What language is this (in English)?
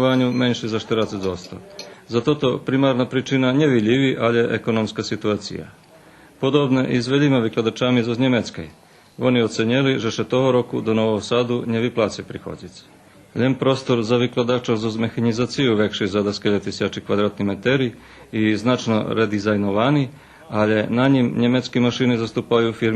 Rusyn